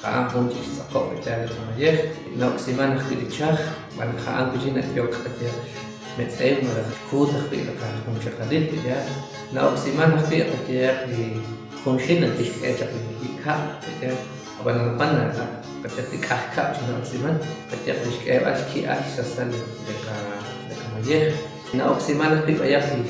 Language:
Kekchí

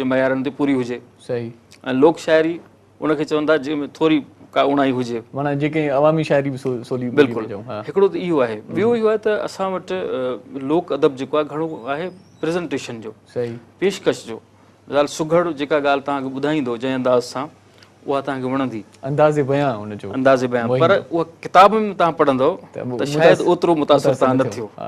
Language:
Sindhi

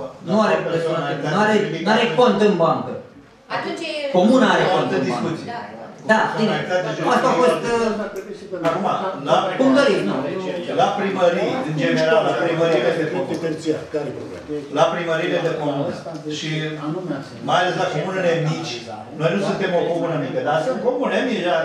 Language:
Romanian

